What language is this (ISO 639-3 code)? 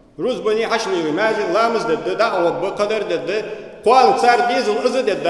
inh